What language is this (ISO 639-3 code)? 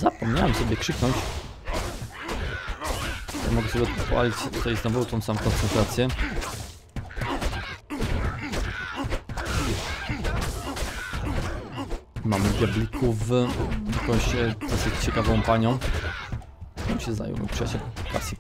pol